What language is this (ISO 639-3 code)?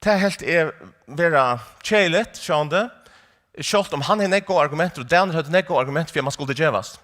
fao